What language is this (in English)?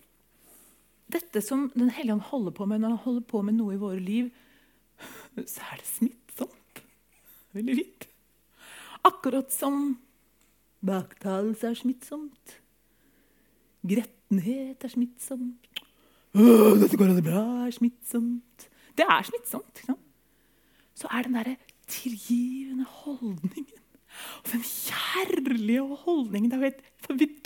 Norwegian